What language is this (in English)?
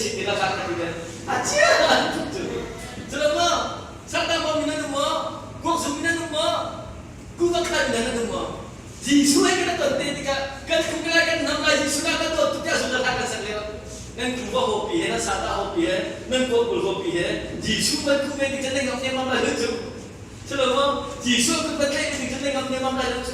Hakha Chin